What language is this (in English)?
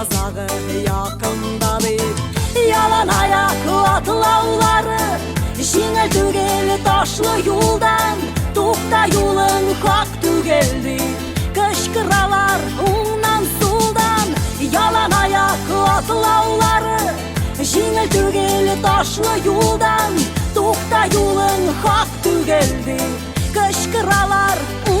Tatar